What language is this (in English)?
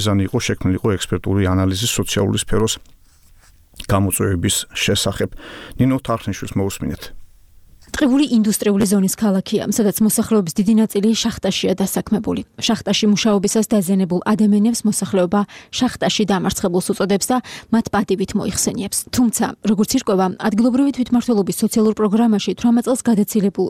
Georgian